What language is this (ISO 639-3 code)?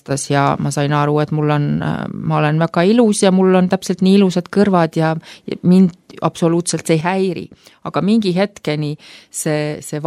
est